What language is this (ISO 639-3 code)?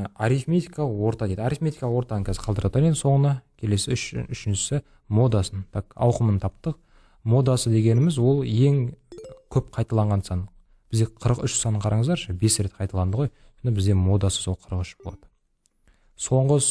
kaz